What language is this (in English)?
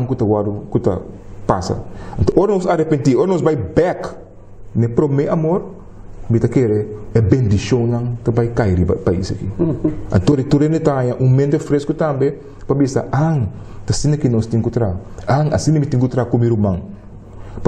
Papiamento